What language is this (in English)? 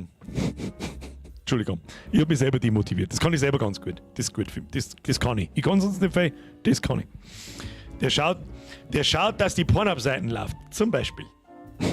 Bavarian